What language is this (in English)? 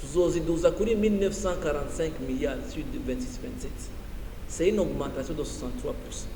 Rundi